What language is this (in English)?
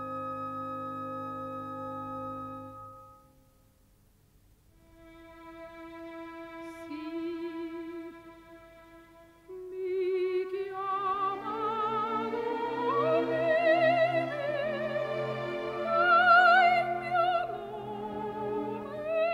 Italian